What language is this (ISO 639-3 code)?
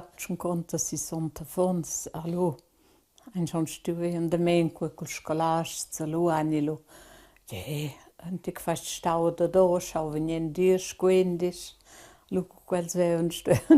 roh